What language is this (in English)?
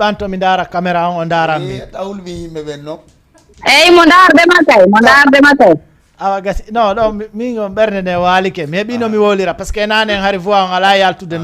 Fula